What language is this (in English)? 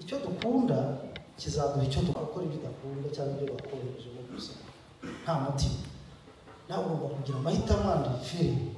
Kinyarwanda